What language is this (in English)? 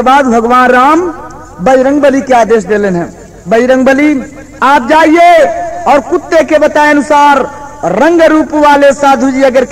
Bhojpuri